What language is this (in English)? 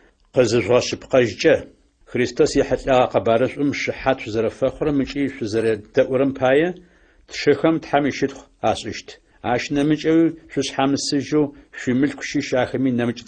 Adyghe